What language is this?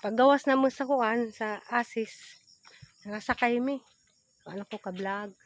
Cebuano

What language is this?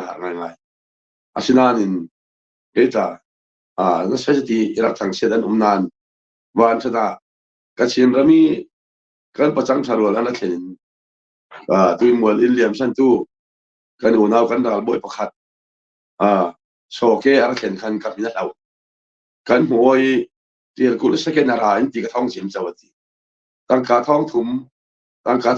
Falam Chin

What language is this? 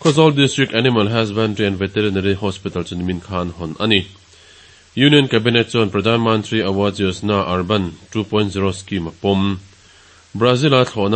Mizo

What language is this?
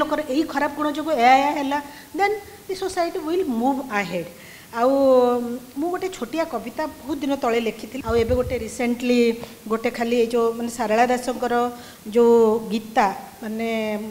Odia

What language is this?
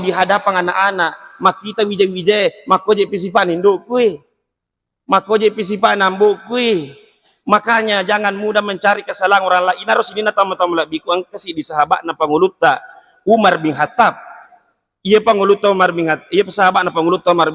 Buginese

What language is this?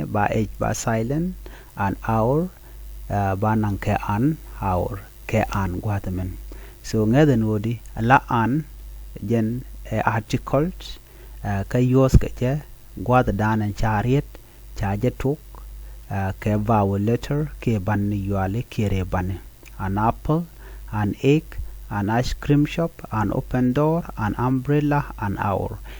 Nuer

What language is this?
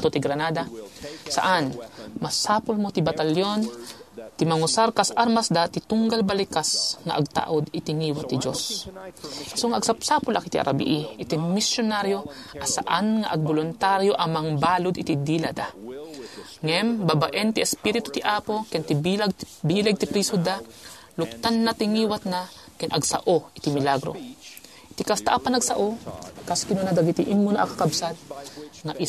Iloko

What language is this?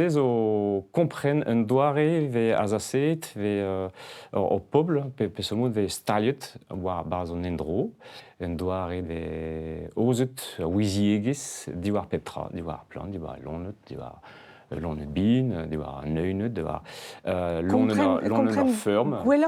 Breton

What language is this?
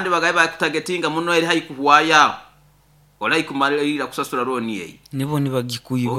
Nyoro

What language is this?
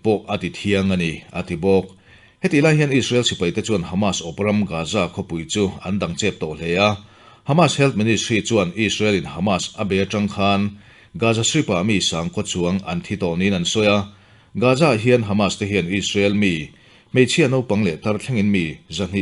Mizo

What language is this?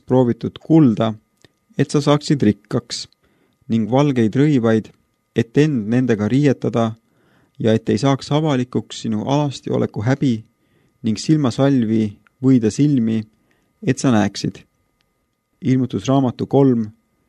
Estonian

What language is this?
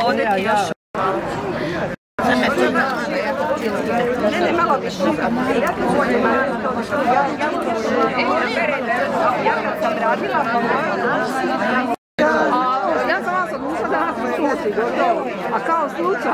Croatian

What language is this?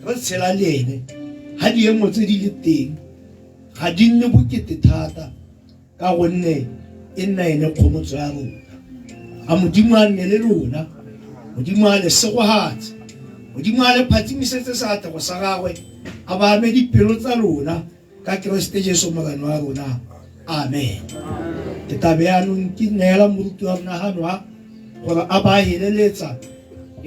Tswana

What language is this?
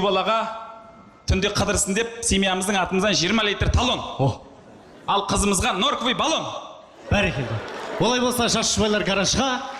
Kazakh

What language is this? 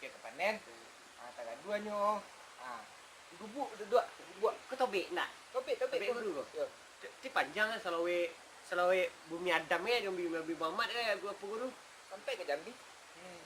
Minangkabau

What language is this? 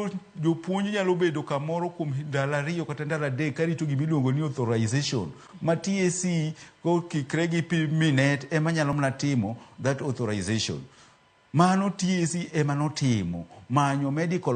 Luo (Kenya and Tanzania)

